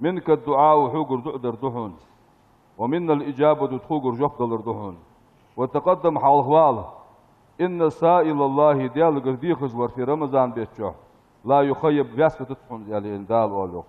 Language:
Ingush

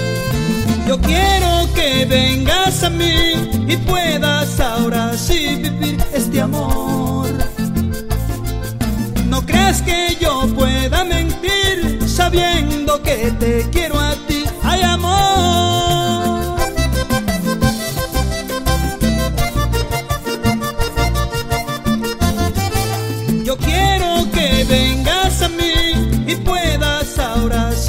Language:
Spanish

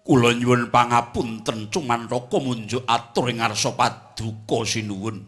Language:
Javanese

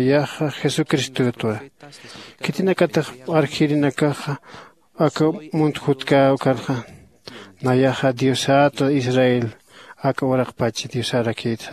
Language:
Aymara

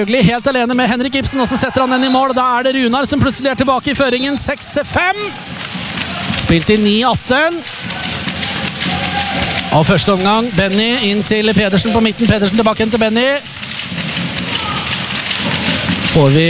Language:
Norwegian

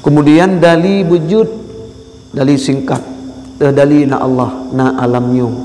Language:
Achinese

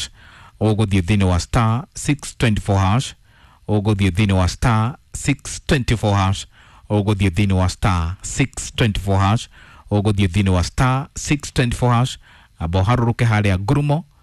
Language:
Kikuyu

